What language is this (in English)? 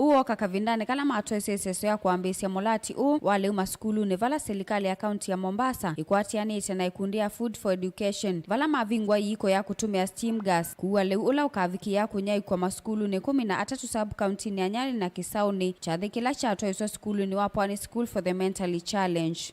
Kamba